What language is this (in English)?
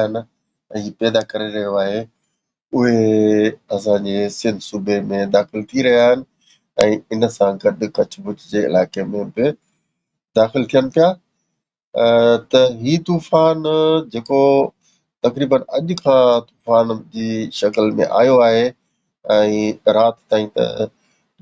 Sindhi